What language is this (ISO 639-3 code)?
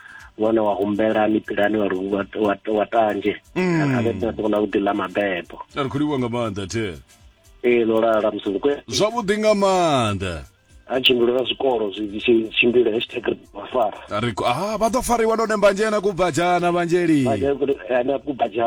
ven